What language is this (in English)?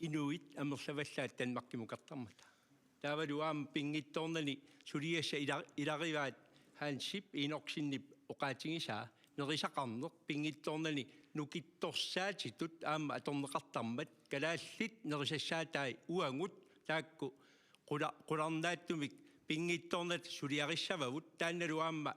Kalaallisut